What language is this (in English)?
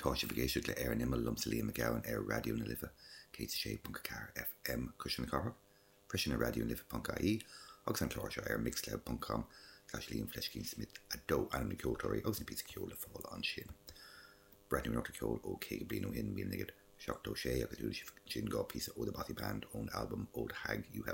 Irish